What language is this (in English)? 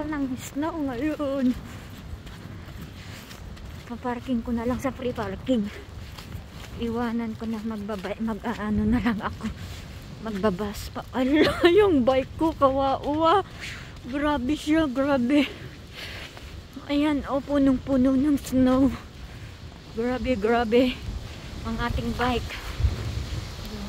Filipino